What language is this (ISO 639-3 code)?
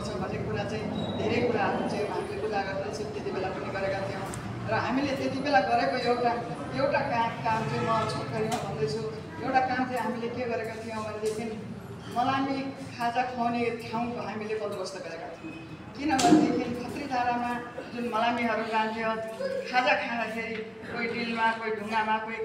nep